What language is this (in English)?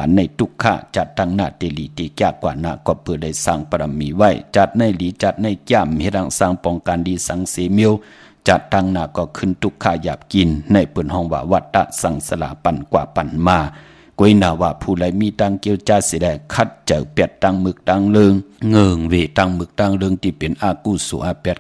Shan